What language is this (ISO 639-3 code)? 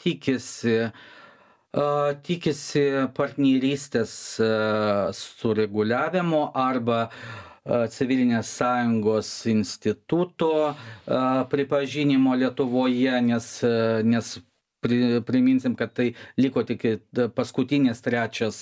lit